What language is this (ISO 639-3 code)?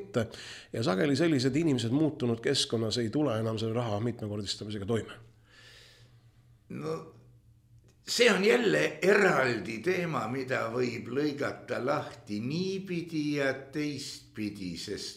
est